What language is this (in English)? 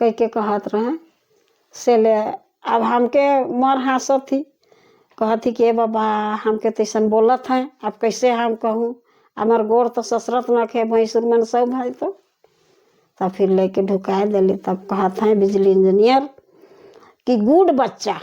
Sadri